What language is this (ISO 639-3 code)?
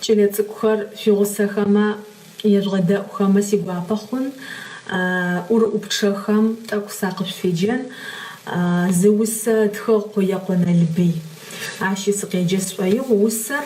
ady